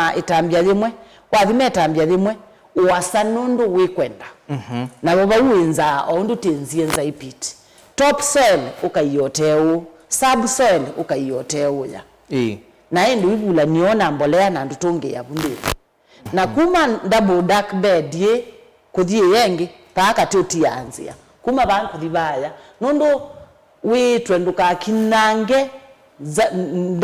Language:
Kamba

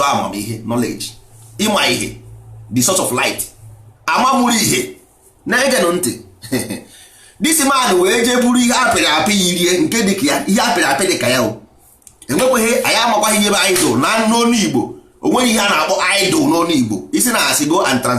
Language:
Igbo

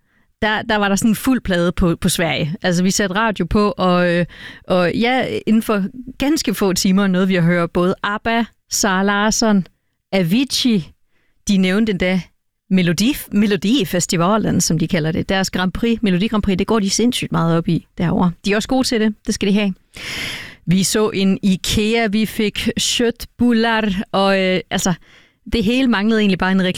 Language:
Danish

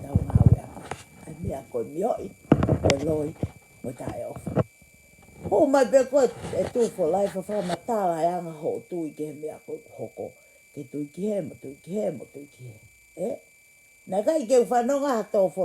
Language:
Tongan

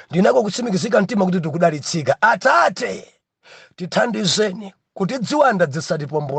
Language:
Nyanja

